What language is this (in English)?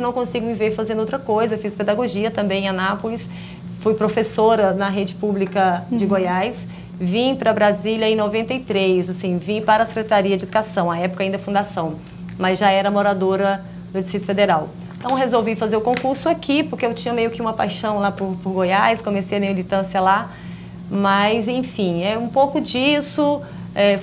Portuguese